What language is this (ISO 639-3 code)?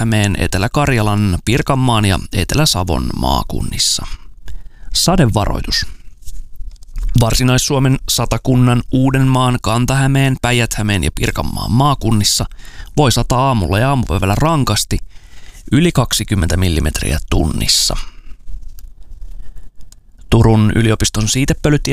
fin